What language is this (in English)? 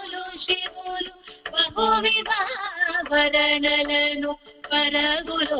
Telugu